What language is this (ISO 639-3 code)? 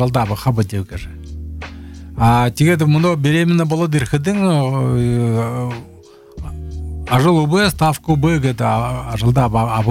bua